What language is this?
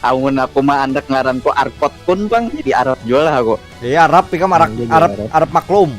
Banjar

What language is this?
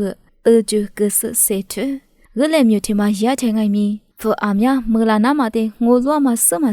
Lisu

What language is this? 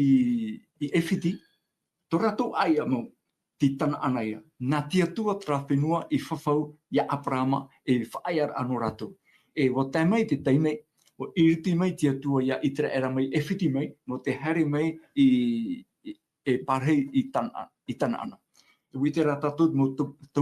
Tahitian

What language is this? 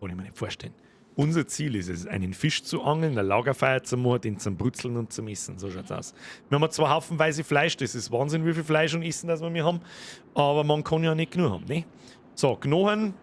Bavarian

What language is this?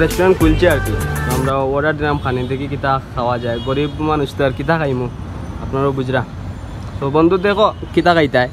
Sylheti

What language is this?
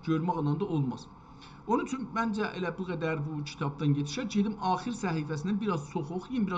South Azerbaijani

